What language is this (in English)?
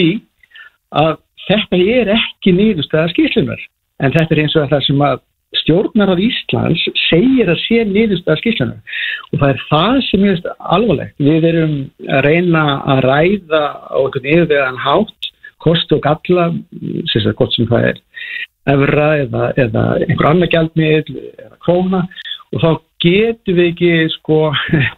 Icelandic